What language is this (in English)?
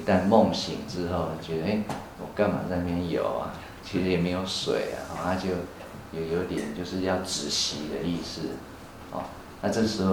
Chinese